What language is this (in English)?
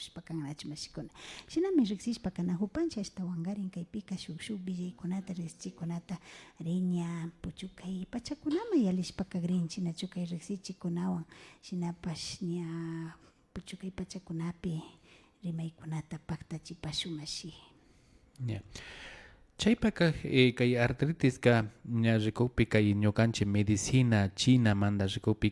Imbabura Highland Quichua